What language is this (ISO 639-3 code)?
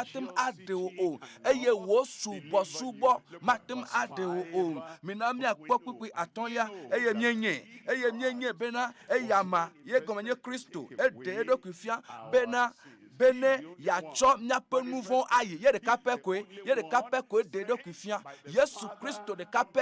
ewe